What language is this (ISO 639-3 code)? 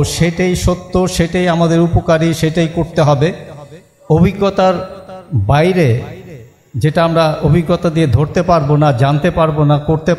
ben